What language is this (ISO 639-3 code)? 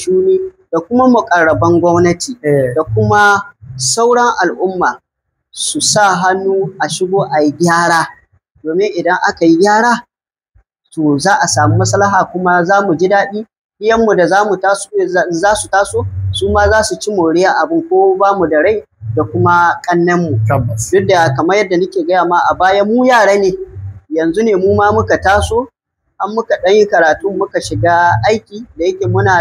hau